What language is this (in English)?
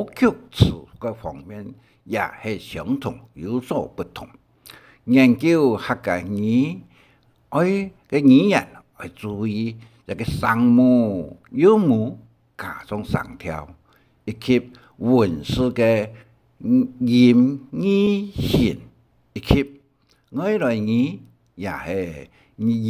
Hakka Chinese